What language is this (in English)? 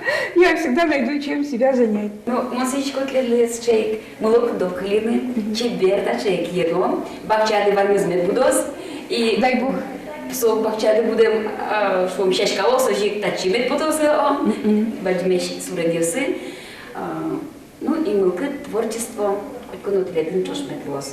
Udmurt